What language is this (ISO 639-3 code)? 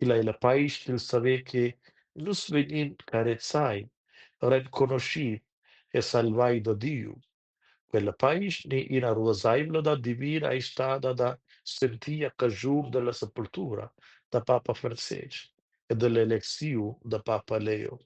roh